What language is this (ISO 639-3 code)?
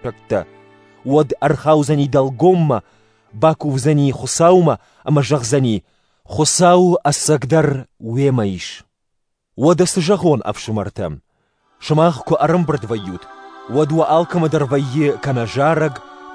oss